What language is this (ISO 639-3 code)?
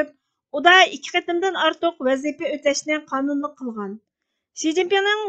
uig